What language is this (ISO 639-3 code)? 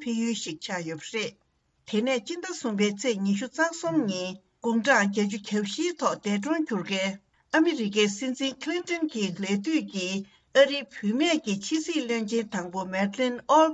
bod